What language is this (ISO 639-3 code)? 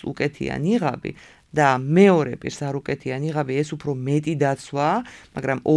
kat